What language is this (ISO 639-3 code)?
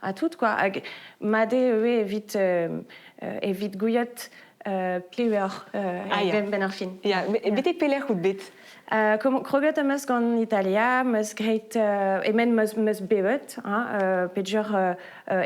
bre